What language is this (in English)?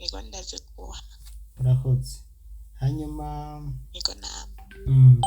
Rundi